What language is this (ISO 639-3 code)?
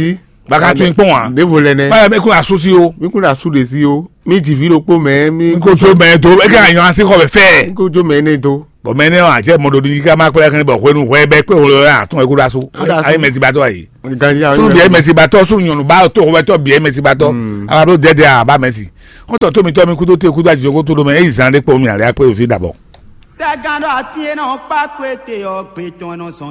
fon